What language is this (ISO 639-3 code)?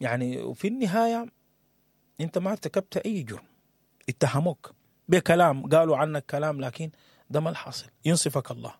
apd